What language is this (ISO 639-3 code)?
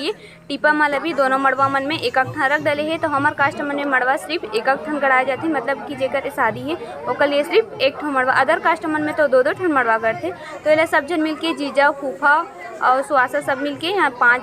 hne